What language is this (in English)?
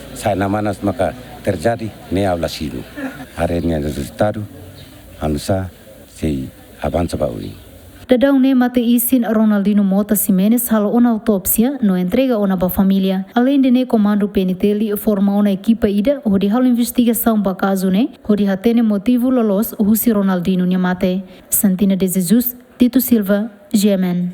Tetum